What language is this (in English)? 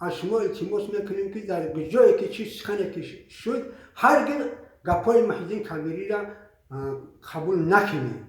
Tajik